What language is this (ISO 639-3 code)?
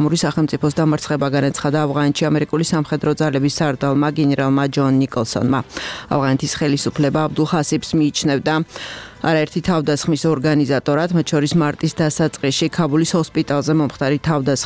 kat